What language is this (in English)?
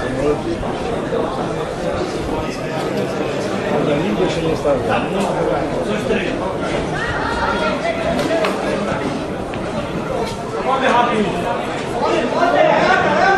Slovak